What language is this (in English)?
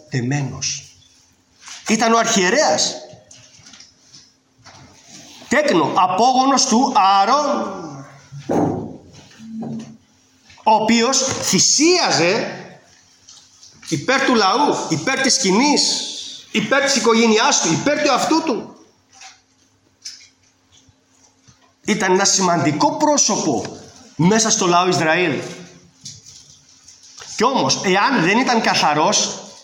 Greek